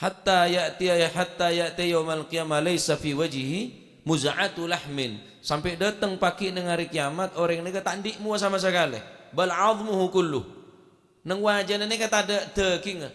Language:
Madurese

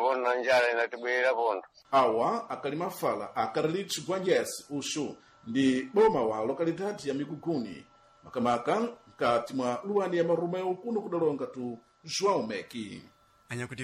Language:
Sena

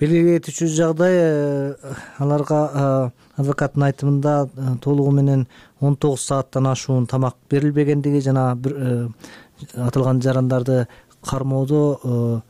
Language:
Kyrgyz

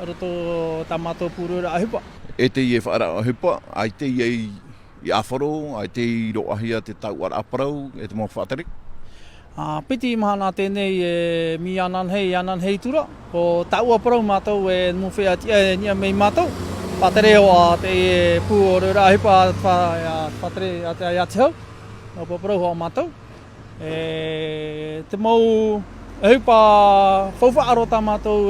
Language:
Tahitian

